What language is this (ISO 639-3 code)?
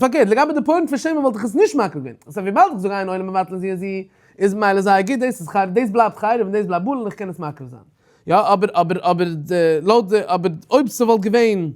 yid